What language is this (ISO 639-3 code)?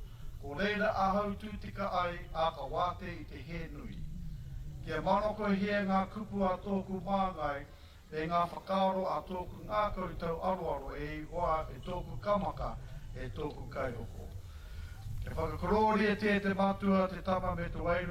mri